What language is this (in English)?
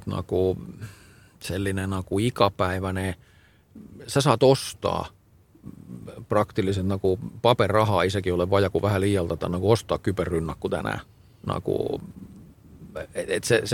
Estonian